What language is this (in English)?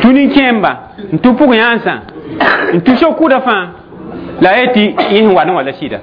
Mossi